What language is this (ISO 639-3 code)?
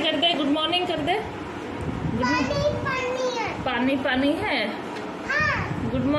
hin